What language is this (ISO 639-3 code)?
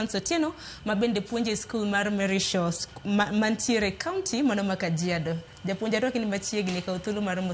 luo